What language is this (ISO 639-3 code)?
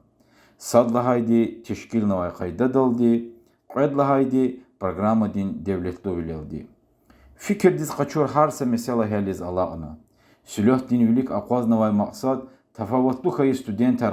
lez